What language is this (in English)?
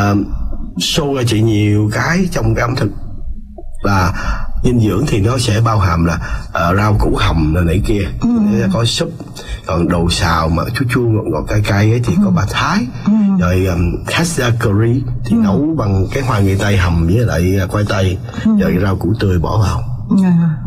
Vietnamese